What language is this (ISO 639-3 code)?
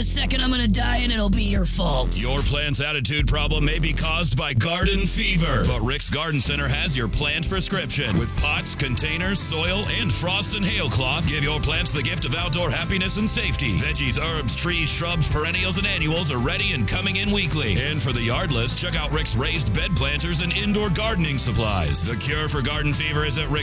eng